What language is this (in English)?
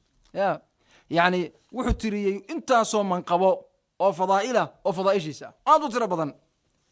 Somali